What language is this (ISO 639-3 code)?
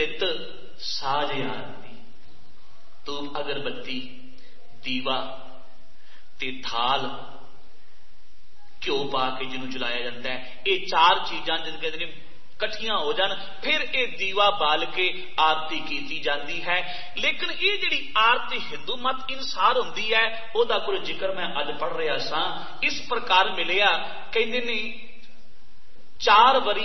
pan